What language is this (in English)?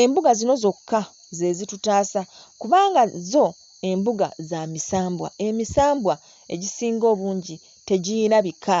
Ganda